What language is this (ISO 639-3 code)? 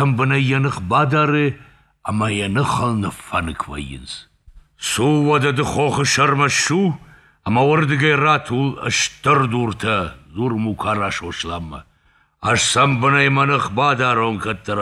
oss